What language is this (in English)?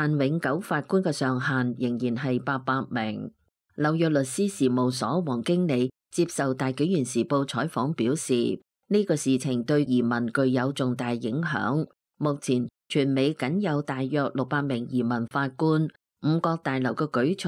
Cantonese